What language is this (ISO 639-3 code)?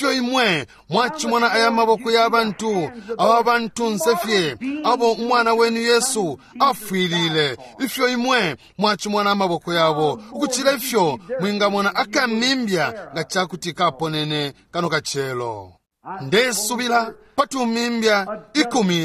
bem